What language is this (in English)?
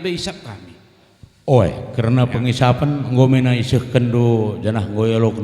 Batak Karo